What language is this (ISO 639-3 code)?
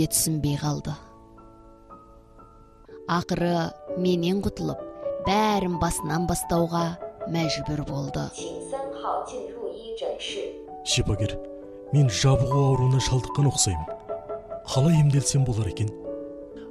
kaz